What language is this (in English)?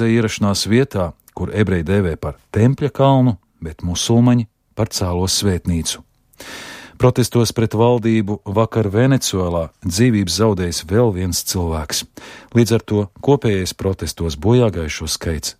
Latvian